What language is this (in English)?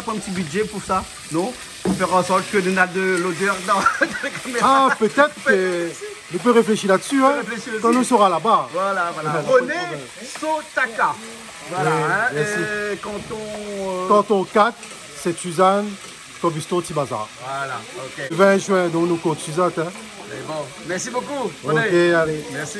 Réunion Creole French